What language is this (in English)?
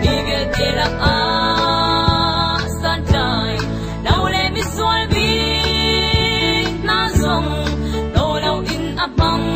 Hakha Chin